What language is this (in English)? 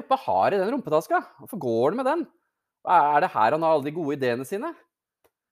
Norwegian